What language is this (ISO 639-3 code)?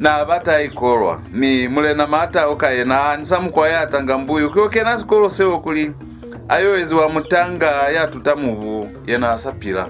loz